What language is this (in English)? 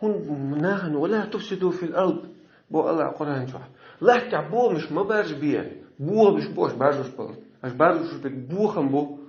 Chechen